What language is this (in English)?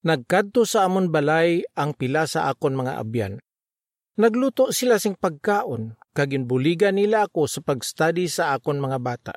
Hiligaynon